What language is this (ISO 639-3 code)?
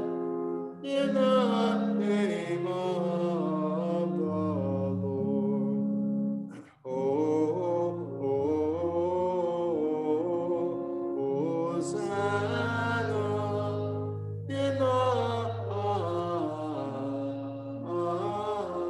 eng